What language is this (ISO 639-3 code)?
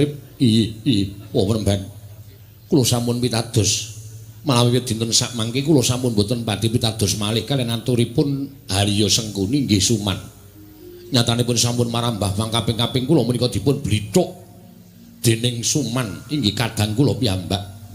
jav